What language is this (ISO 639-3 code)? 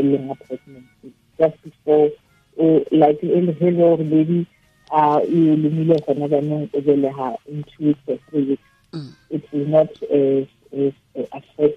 tsn